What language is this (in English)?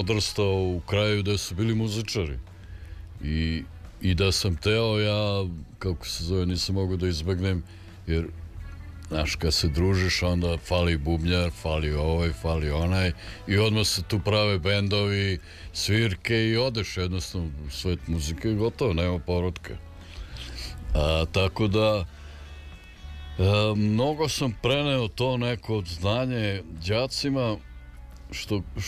Serbian